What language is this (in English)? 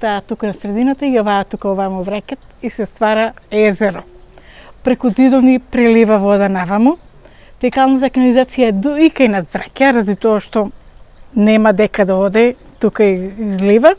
Macedonian